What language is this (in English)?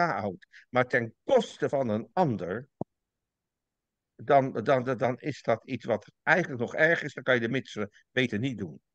Dutch